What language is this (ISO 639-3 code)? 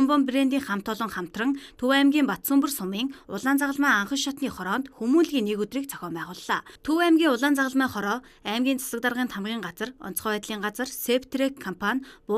mon